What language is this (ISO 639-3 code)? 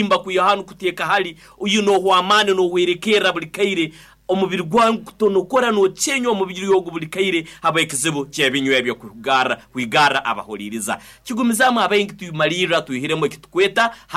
nyo